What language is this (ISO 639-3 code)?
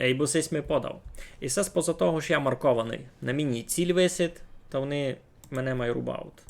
rue